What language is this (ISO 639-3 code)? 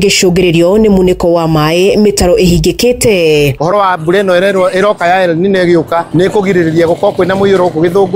kik